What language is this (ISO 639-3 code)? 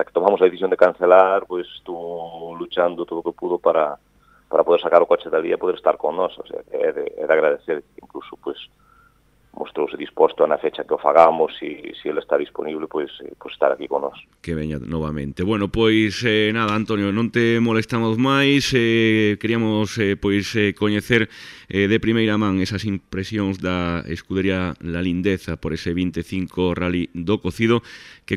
glg